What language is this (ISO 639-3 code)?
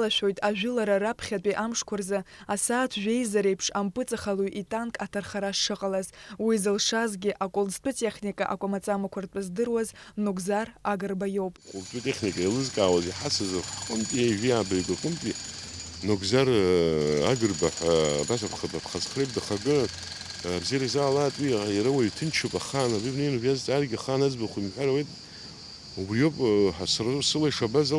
abk